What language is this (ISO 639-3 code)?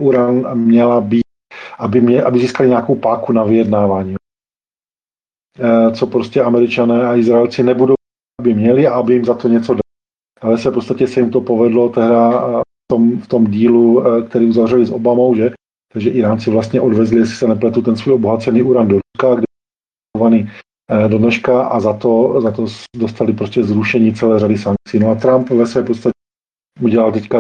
ces